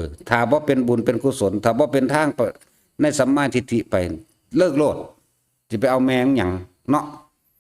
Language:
Northeastern Thai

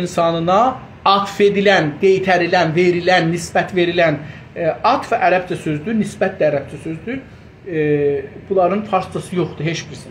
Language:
South Azerbaijani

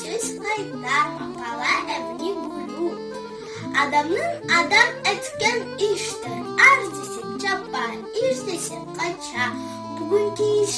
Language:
Crimean Tatar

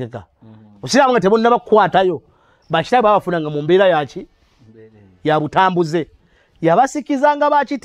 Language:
Ganda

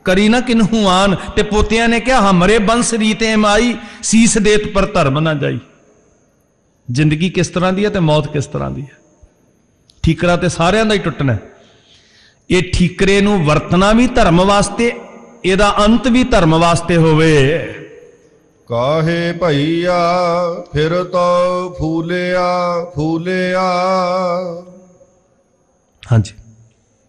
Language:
Punjabi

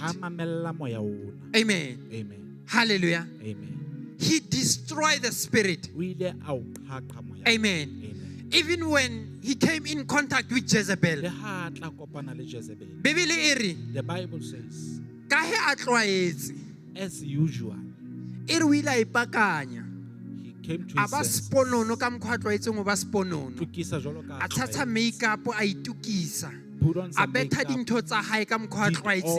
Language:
Southern Sotho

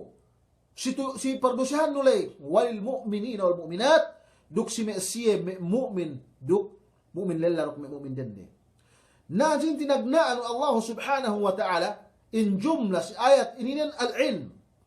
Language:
Yakan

